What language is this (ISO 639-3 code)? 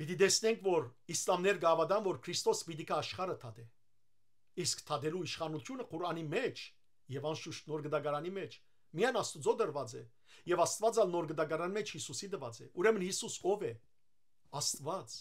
hyw